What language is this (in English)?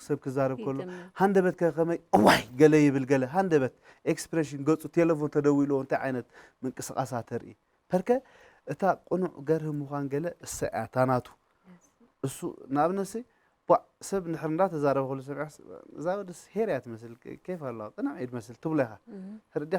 Tigrinya